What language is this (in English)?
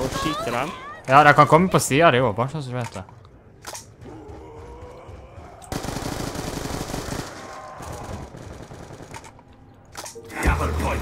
Norwegian